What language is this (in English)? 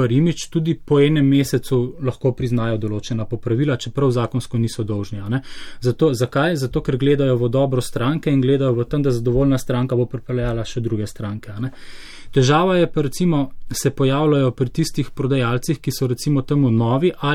Slovenian